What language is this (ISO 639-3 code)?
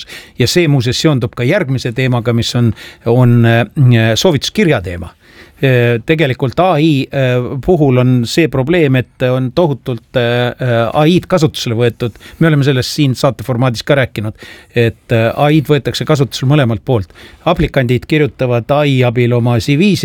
est